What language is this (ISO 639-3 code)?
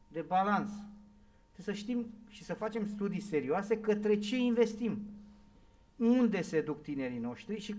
ron